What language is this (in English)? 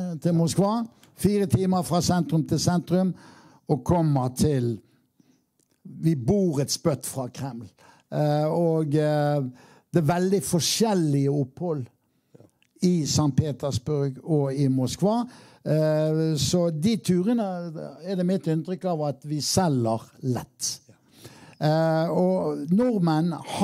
Norwegian